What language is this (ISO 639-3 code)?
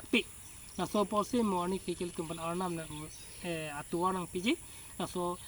mjw